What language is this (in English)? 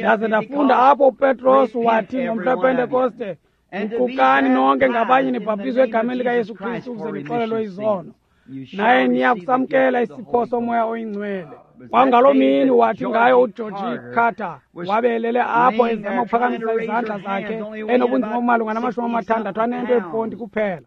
Xhosa